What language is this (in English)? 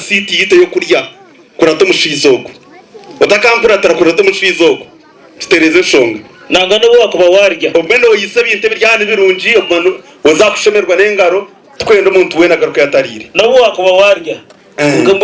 Nyankole